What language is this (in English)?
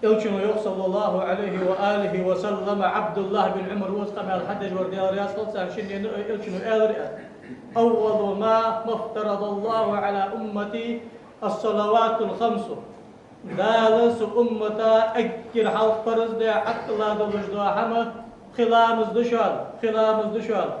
Ingush